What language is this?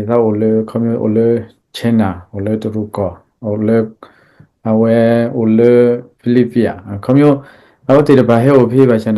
S'gaw Karen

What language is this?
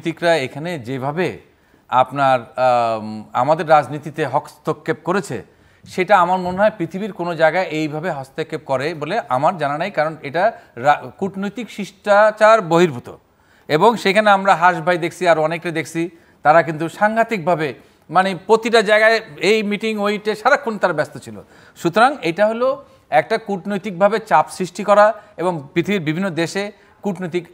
Bangla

